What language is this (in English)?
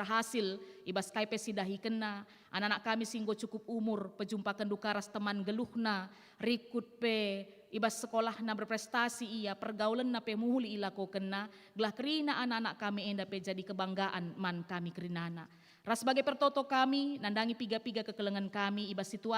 Batak Karo